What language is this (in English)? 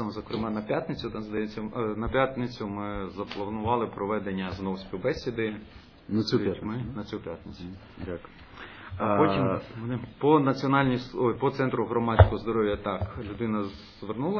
Ukrainian